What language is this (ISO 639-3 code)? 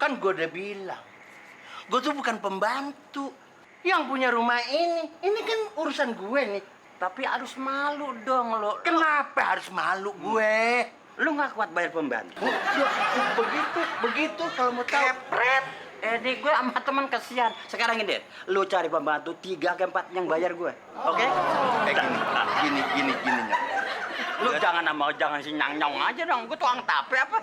bew